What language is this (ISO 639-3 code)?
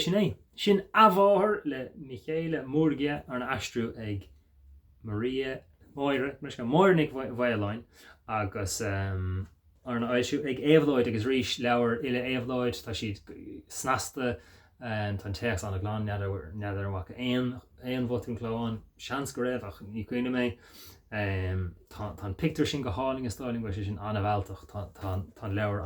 gle